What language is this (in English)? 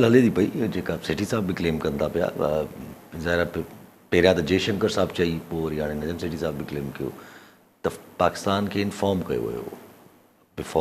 Sindhi